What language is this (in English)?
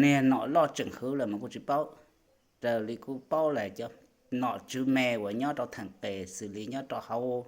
Hmong